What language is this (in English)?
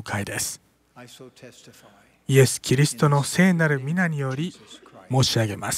Japanese